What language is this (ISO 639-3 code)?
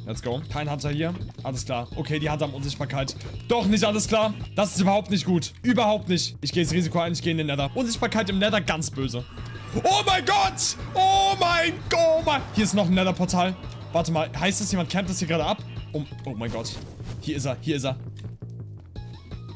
deu